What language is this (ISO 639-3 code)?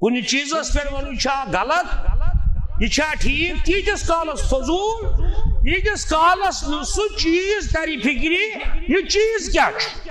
kas